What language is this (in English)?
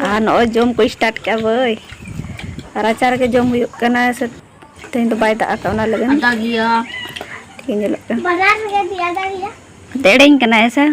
Santali